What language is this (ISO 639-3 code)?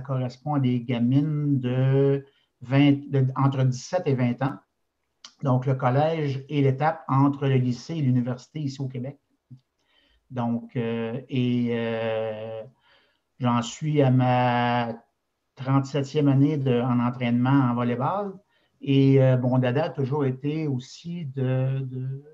fra